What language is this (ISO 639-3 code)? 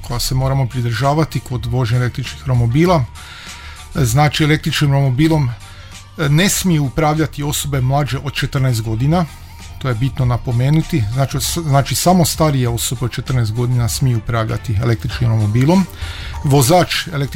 hrv